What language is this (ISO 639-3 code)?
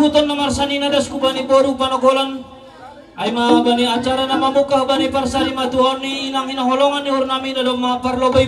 bts